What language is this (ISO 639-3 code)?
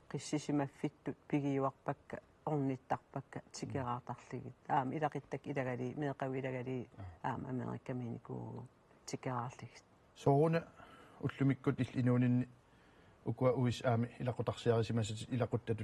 kal